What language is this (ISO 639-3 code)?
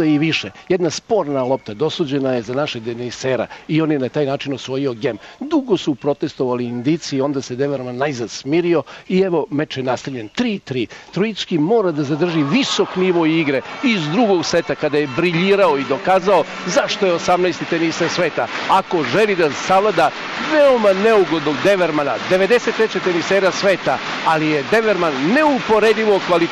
srp